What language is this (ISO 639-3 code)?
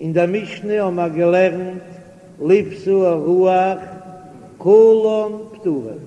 yid